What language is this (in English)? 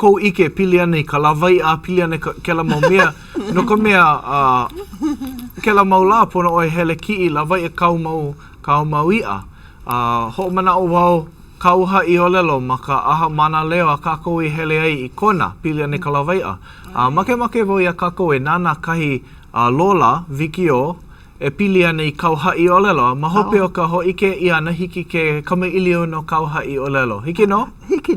Hawaiian